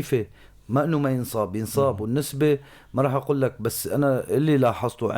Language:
North Levantine Arabic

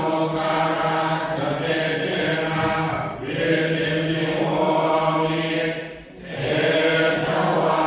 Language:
Pali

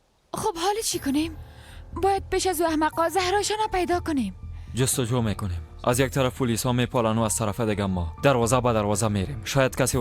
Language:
Persian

